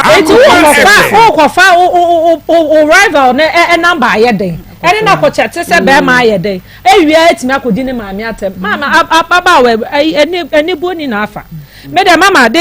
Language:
Akan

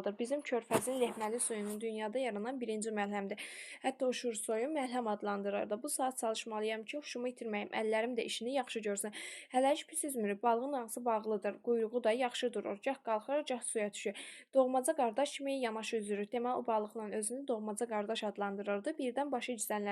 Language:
Azerbaijani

